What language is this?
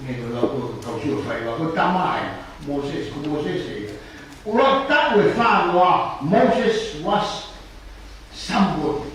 Tongan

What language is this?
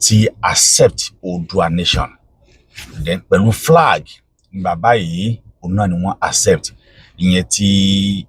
Yoruba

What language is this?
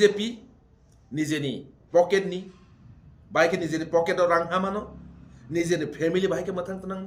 Kok Borok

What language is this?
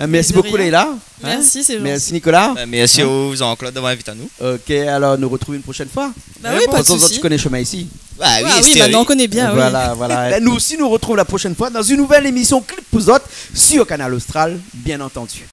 Réunion Creole French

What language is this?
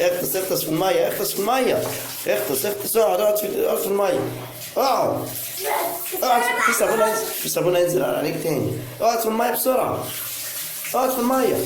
Egyptian Arabic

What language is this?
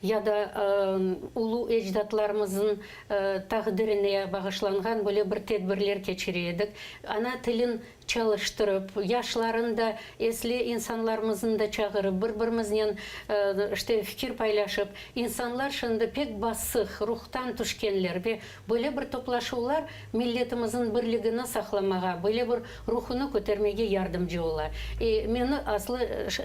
Crimean Tatar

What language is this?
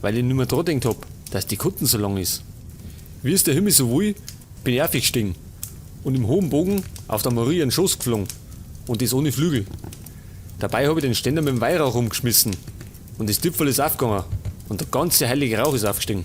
Bavarian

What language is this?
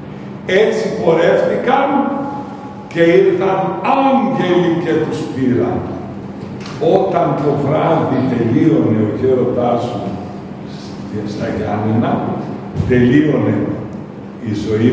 Greek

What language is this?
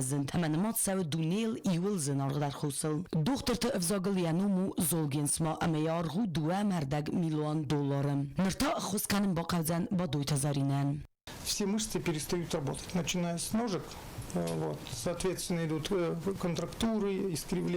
Ossetic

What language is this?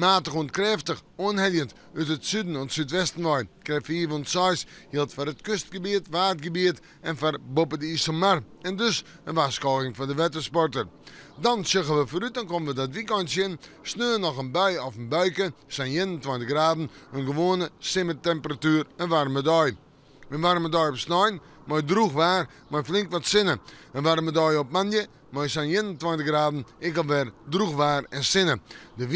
Western Frisian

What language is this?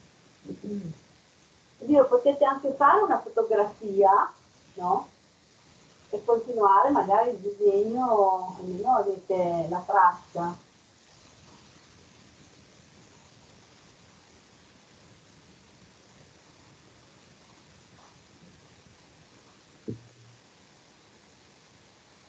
Italian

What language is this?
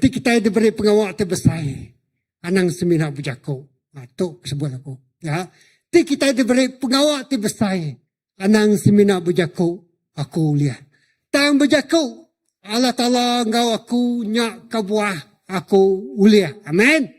Iban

